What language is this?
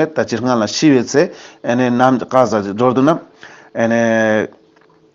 Ladakhi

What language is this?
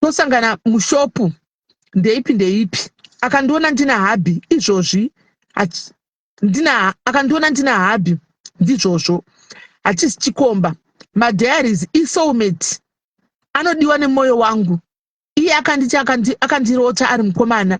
Shona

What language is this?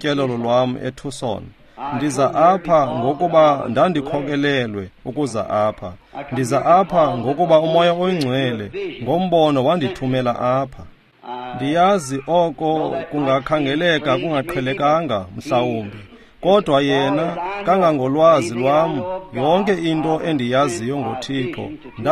Xhosa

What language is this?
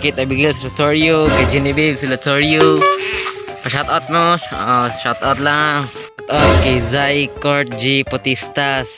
Cebuano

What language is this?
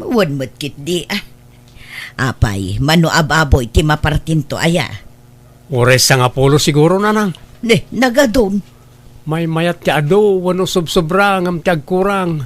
Iloko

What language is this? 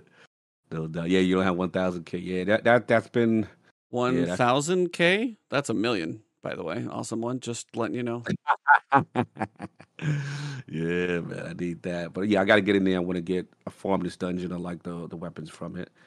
English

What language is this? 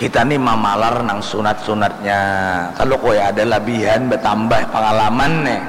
Banjar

